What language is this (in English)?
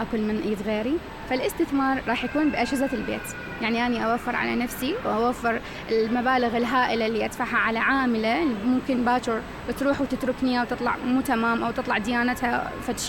Mesopotamian Arabic